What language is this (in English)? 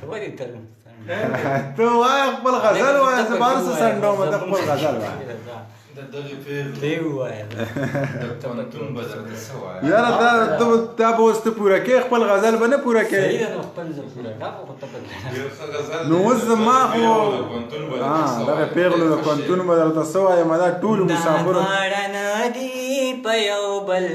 Pashto